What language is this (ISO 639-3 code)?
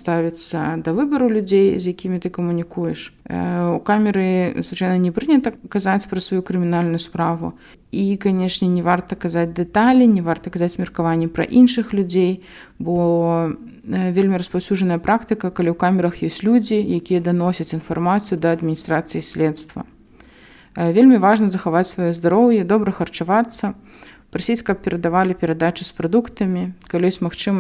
bel